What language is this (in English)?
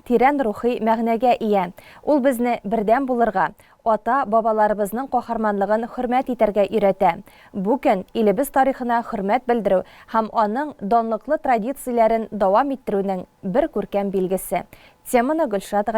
Tatar